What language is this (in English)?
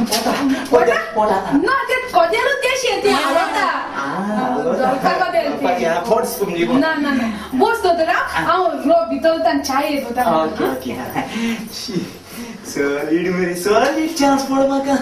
Konkani